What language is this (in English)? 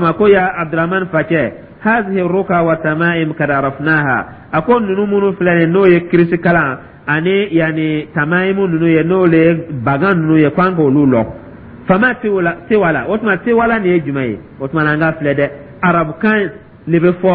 Dyula